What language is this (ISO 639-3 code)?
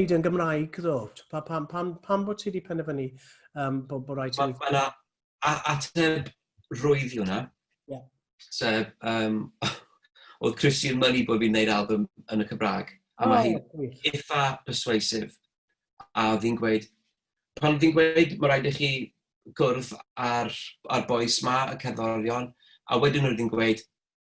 cym